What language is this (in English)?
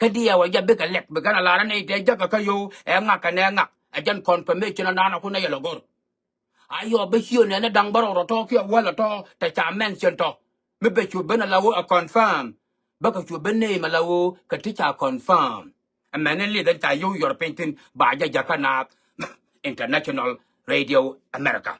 Nuer